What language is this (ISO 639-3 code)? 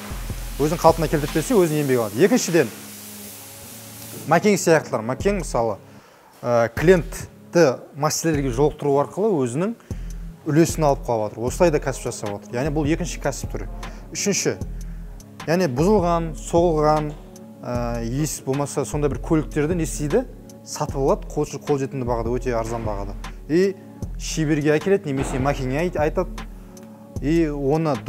kaz